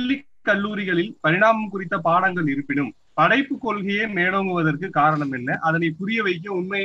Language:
Tamil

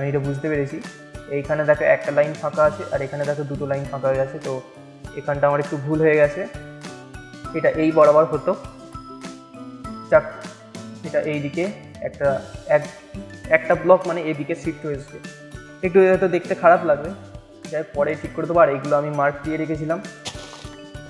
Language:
Bangla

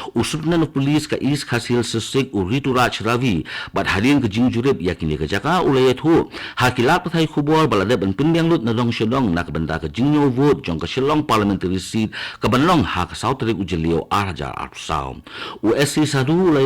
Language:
Khasi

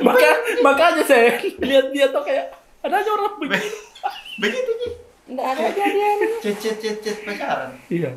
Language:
Makassar Malay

